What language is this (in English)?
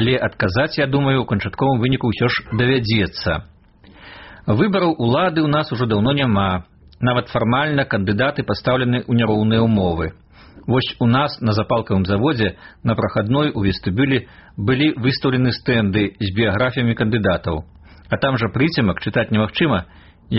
Belarusian